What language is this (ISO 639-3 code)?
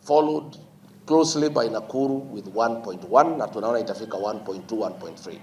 guz